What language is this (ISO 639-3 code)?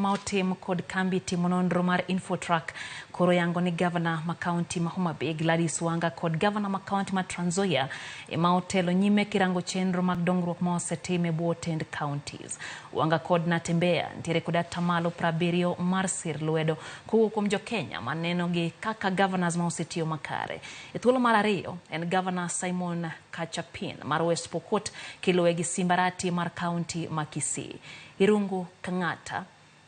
luo